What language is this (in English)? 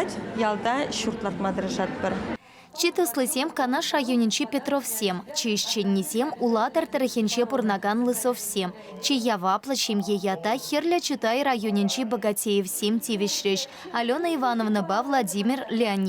Chuvash